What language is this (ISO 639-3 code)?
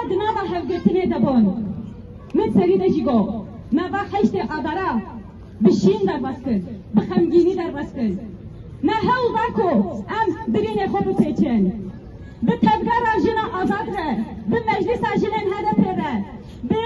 kur